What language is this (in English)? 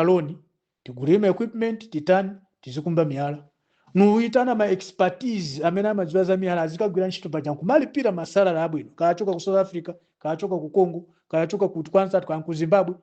Nyanja